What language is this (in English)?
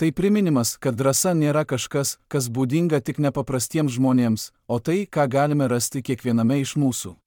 Lithuanian